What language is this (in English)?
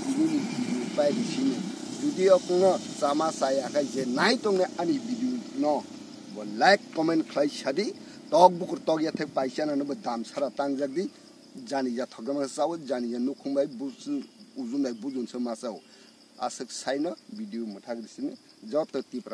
Kok Borok